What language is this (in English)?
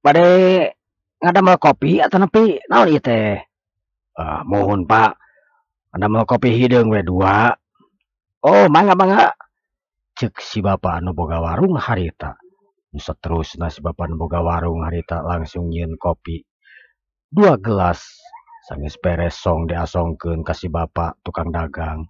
Sundanese